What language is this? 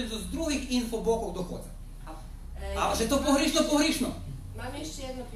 Rusyn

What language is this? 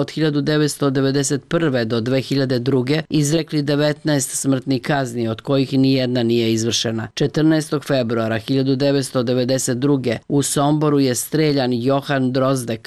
Serbian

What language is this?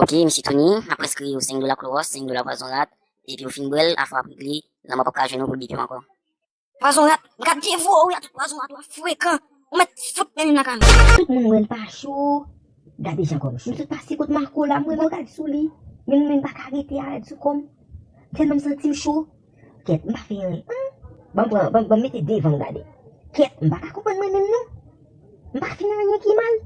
Haitian Creole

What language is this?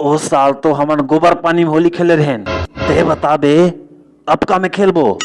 Chhattisgarhi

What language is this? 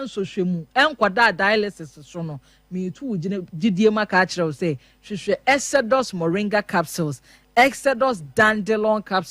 Akan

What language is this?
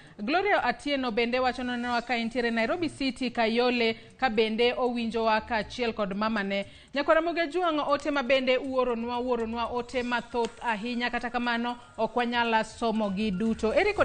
Luo (Kenya and Tanzania)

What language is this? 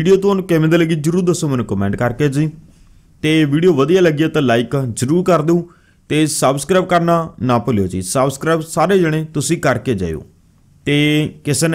Punjabi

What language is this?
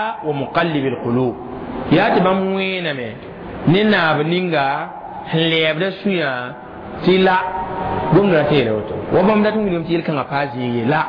Mossi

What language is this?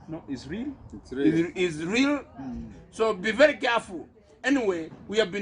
Gusii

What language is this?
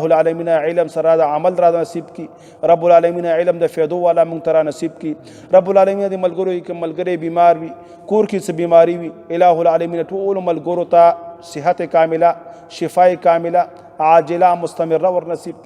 Pashto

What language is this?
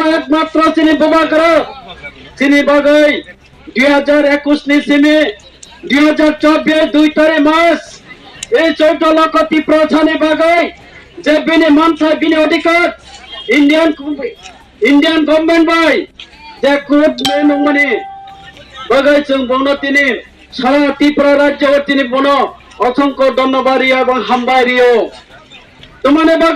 Riang (India)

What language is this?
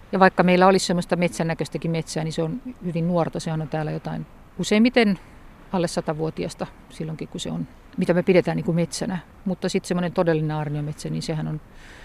Finnish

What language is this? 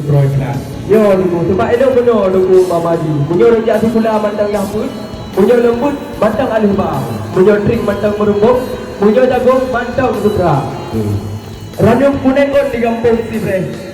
Achinese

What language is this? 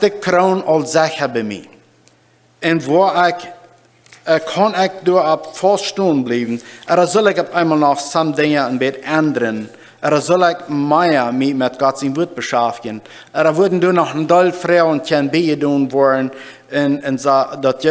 Plautdietsch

